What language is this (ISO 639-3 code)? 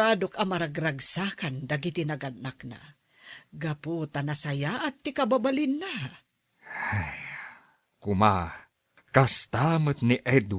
ilo